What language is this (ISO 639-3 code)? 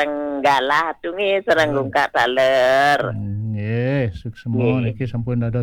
ban